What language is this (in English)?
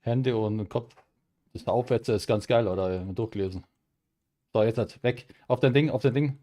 Bavarian